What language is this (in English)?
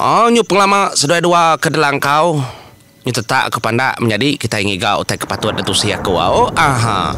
Iban